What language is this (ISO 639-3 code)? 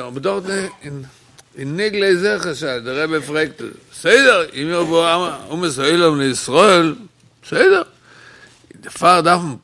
yid